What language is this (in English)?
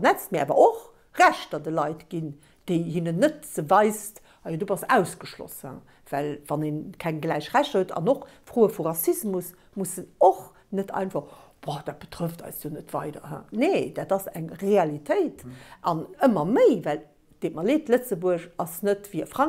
Luxembourgish